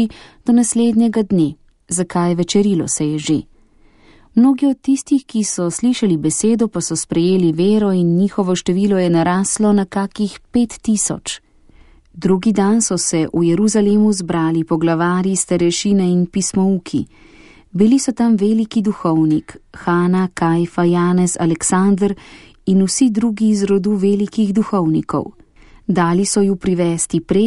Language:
Slovenian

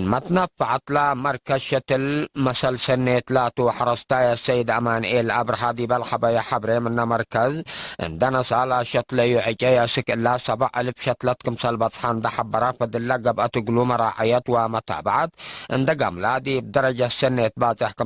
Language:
Tigre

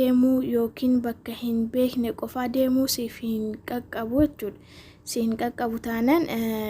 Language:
Oromo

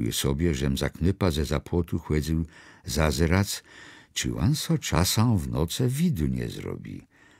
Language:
Kashubian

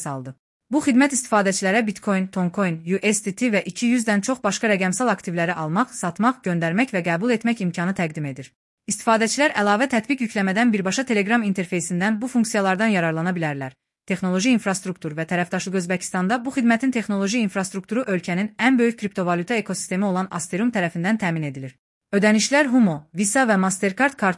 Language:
Azerbaijani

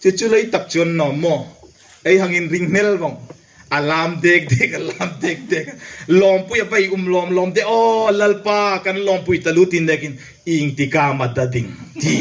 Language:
Hmar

